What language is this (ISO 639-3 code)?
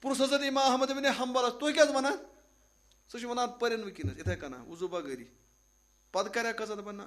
kas